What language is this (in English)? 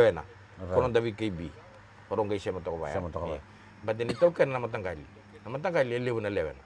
Fijian